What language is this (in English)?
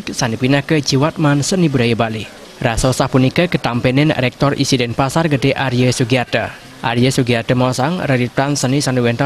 Balinese